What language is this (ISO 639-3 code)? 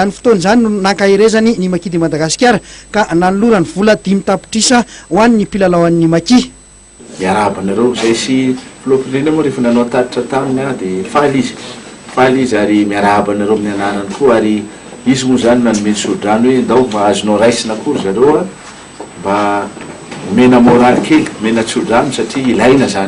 mlg